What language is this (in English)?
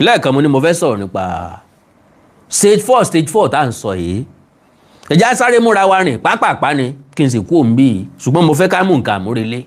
Yoruba